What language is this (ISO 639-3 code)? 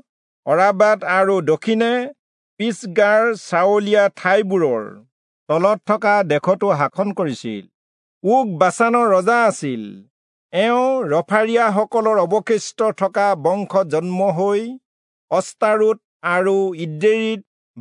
asm